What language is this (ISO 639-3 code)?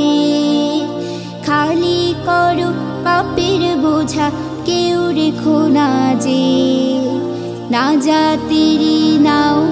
ben